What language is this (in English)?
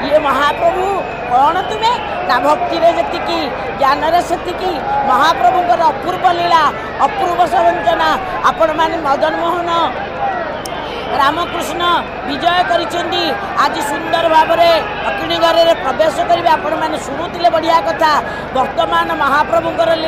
Odia